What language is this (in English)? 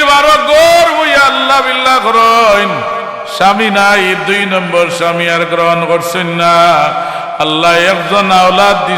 Sylheti